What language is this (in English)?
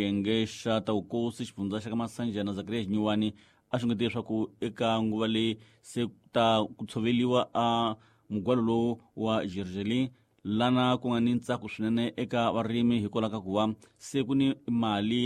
Tsonga